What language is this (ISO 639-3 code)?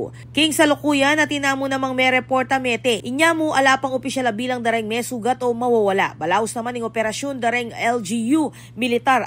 pam